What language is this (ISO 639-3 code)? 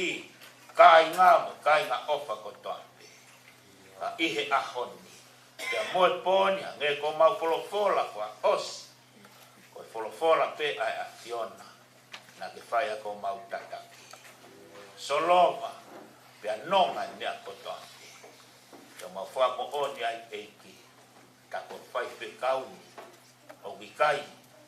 ton